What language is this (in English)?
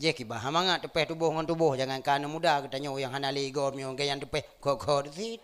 Achinese